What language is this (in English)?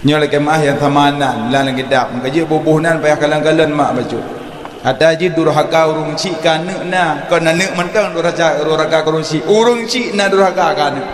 Achinese